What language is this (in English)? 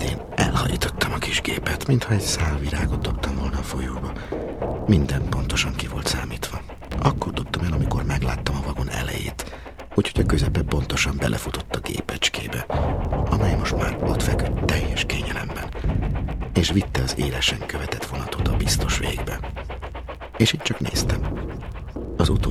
Hungarian